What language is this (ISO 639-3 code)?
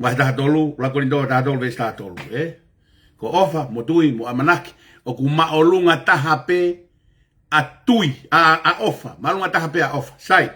ton